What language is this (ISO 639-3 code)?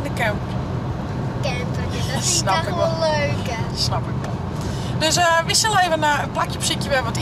fry